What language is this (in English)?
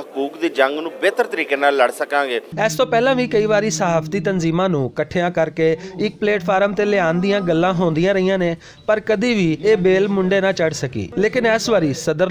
Western Panjabi